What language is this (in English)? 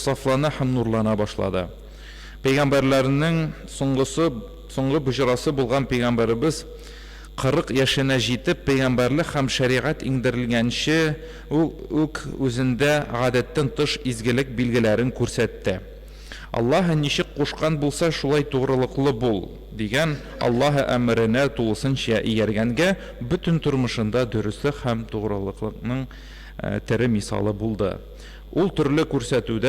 Tatar